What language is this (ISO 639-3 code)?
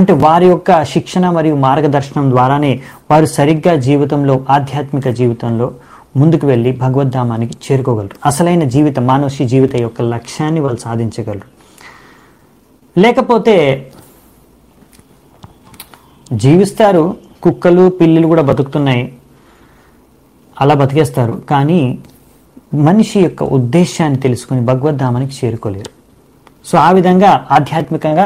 tel